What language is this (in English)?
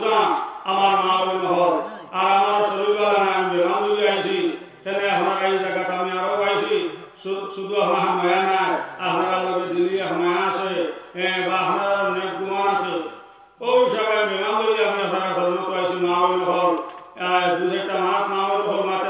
Sylheti